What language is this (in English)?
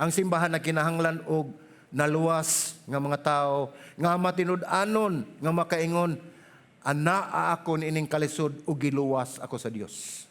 Cebuano